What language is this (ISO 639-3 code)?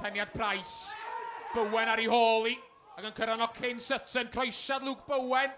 cym